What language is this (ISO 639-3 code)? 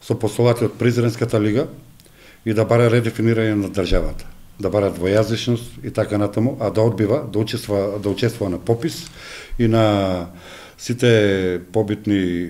mkd